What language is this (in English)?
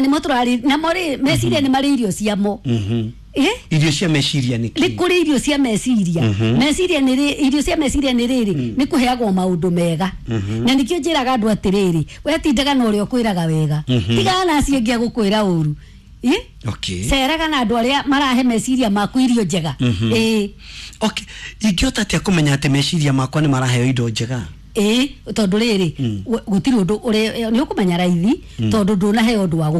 Kikuyu